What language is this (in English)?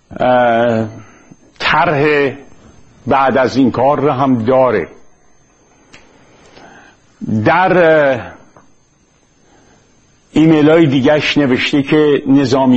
Persian